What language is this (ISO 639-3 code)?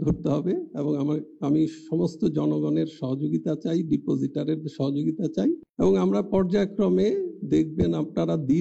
ben